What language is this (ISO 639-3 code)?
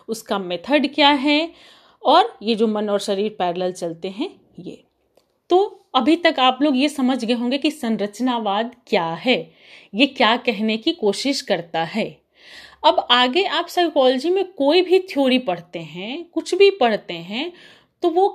hin